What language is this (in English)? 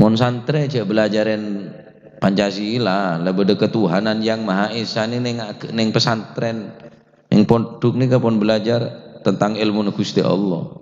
Madurese